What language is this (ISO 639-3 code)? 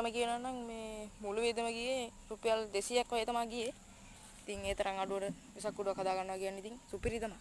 sin